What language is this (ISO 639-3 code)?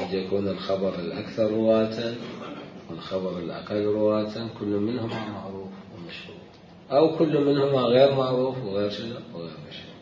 acm